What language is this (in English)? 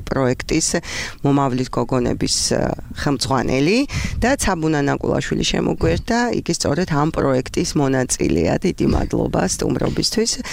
Georgian